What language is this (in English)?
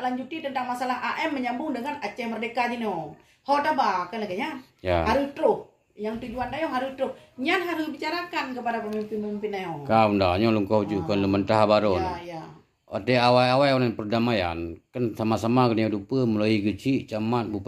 Achinese